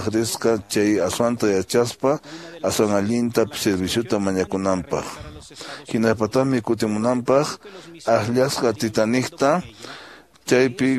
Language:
Quechua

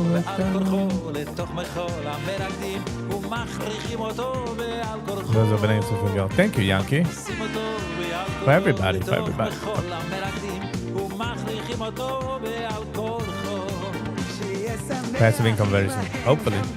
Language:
Yiddish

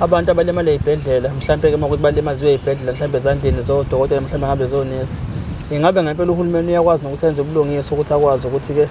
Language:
Zulu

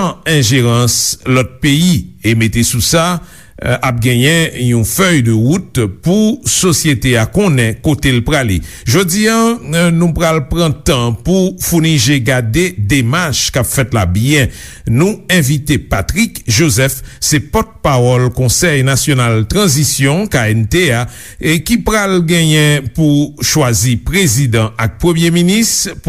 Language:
Haitian Creole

